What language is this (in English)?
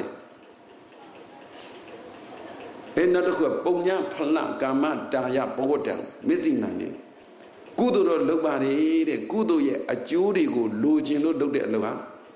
Burmese